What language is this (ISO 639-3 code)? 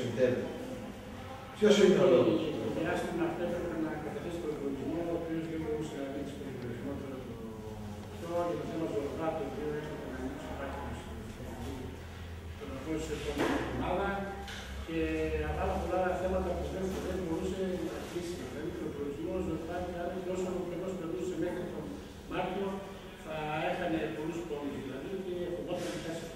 ell